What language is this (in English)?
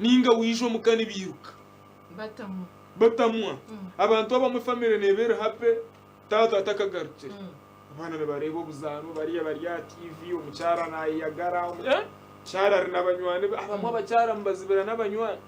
Nyankole